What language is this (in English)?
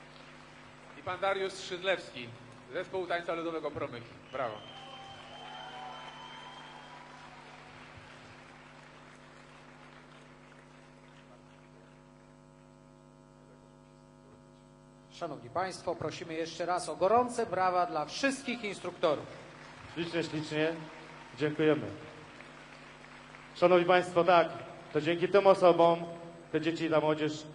Polish